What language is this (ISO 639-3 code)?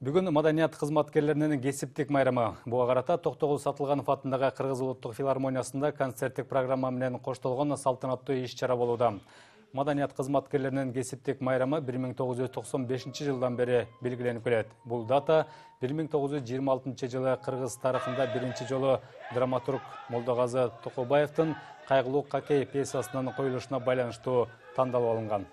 kir